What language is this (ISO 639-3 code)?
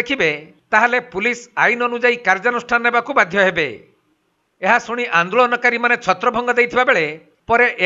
ori